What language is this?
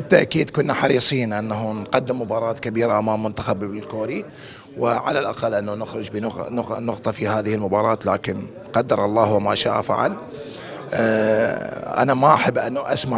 Mesopotamian Arabic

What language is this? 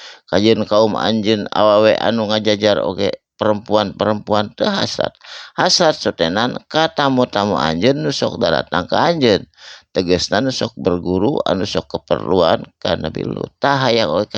Sundanese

